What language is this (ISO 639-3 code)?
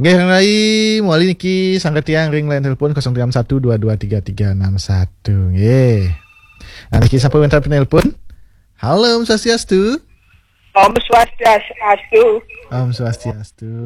ban